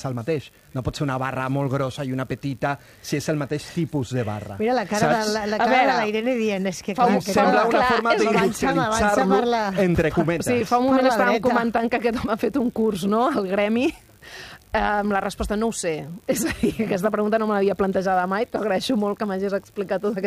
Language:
Catalan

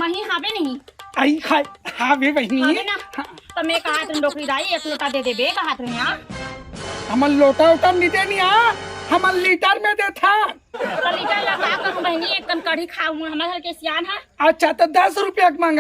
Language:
Chhattisgarhi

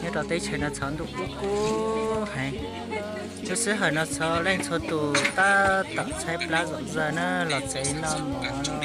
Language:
Hmong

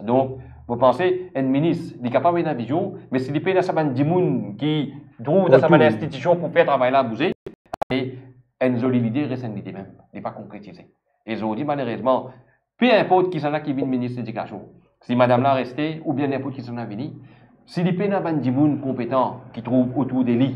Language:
Morisyen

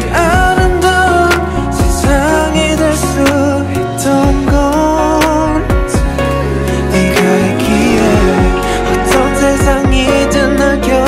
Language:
Korean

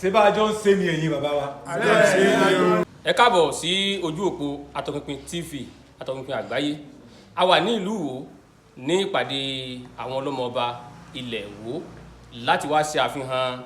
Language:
Yoruba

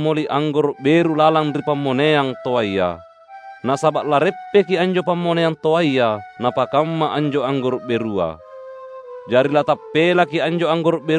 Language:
Makasar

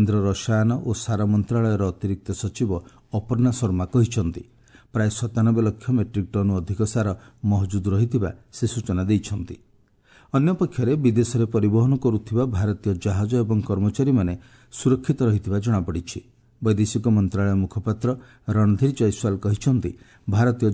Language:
Odia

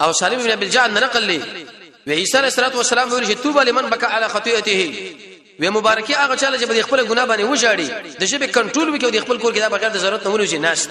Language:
Pashto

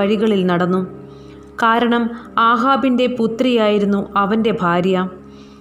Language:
Malayalam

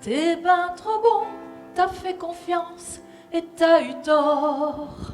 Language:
Picard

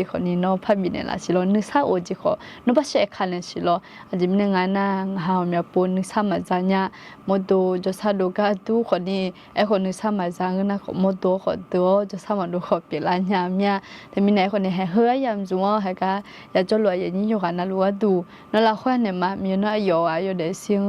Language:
Akha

